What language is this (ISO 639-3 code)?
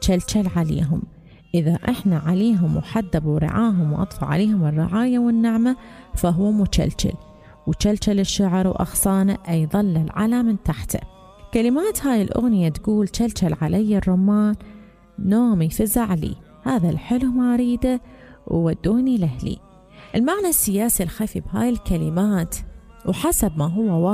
acm